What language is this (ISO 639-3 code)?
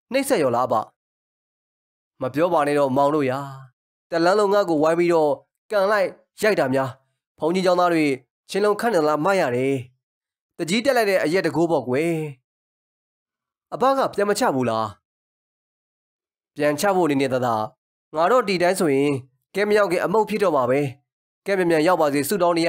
mya